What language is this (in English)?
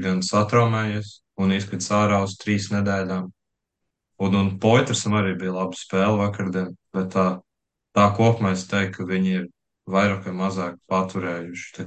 Latvian